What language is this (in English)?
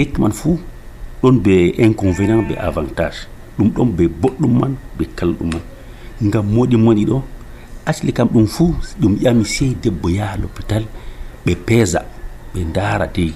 Nigerian Fulfulde